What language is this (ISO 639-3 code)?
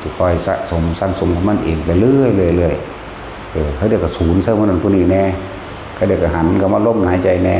tts